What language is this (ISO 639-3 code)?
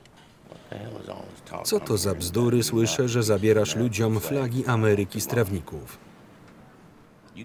pol